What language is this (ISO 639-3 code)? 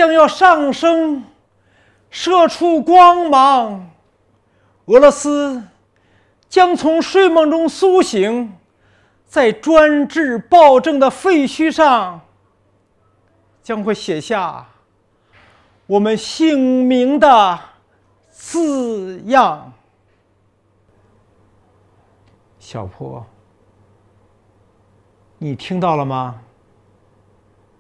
zho